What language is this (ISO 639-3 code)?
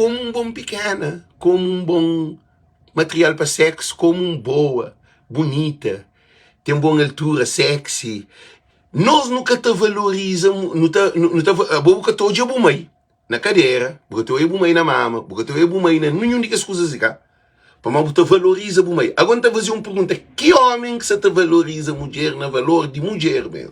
kea